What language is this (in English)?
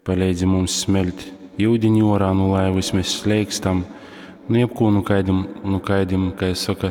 Latgalian